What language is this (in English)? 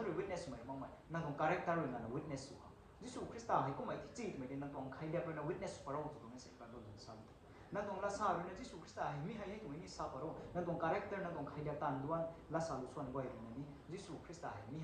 Rongmei Naga